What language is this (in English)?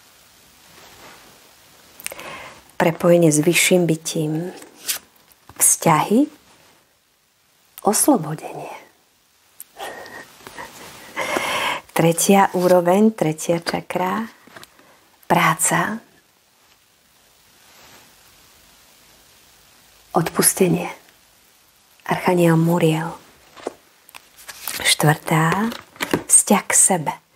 Slovak